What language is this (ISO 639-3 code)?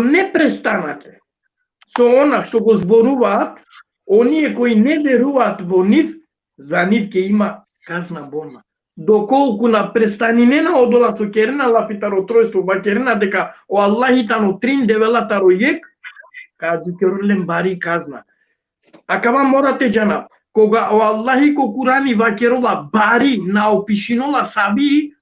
rmn